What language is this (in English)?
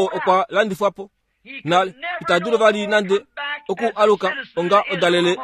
Kuanyama